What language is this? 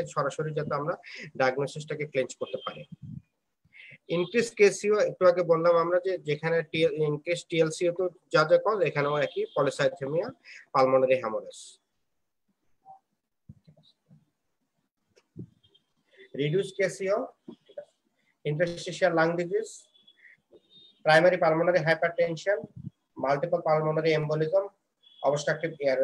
Bangla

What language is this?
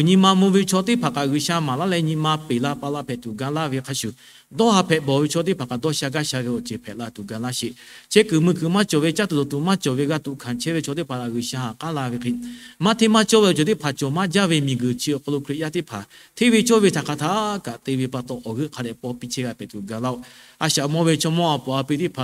Lahu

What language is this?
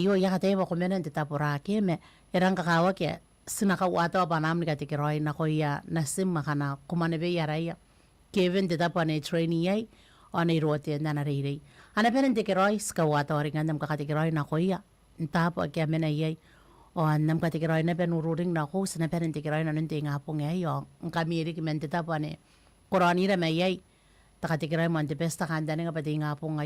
Gilbertese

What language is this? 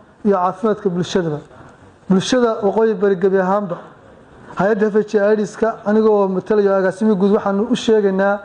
Somali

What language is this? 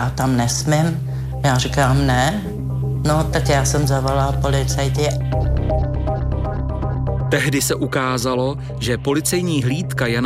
Czech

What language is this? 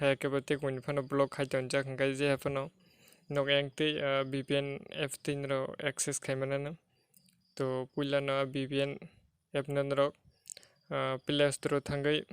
Kok Borok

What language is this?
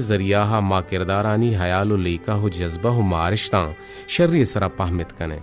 Eastern Balochi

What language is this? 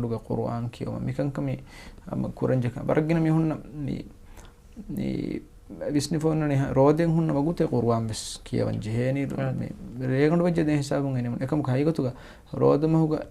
Divehi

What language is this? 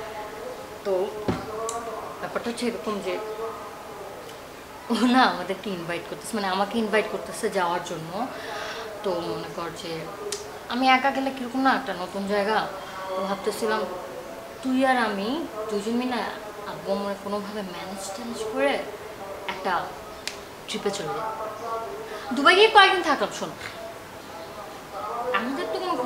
Bangla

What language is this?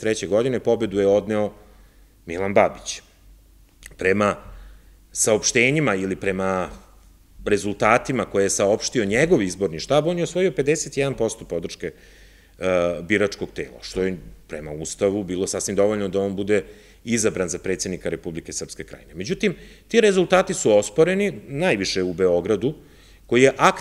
Serbian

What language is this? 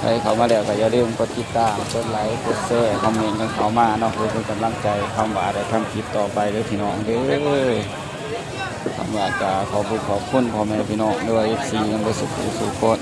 Northeastern Thai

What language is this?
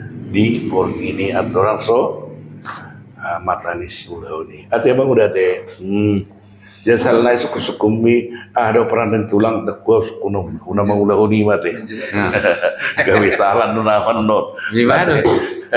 Batak Toba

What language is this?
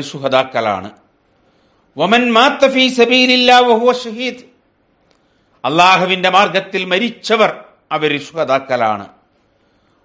Malayalam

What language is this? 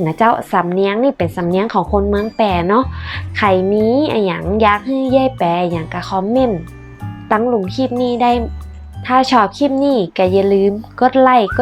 Northern Thai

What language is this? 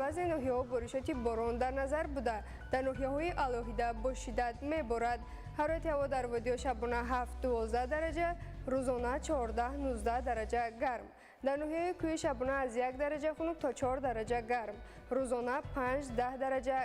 Tajik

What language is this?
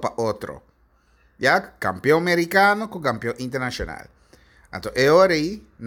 Papiamento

